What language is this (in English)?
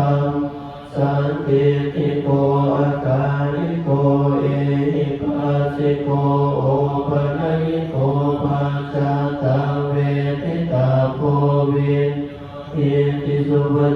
Pali